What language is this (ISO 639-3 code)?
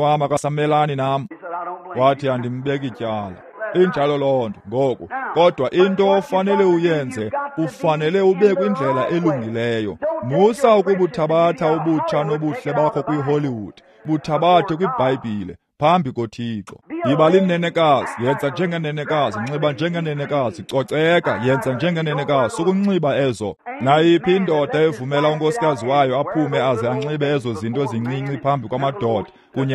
xho